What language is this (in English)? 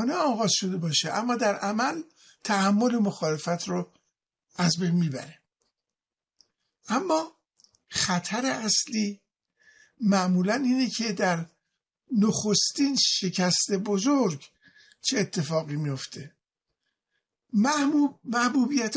Persian